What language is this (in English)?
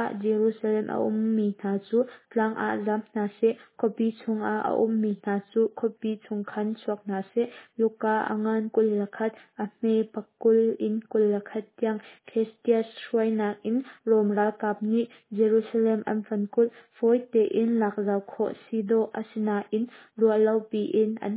Hakha Chin